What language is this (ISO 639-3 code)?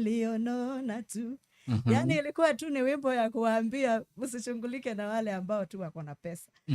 kam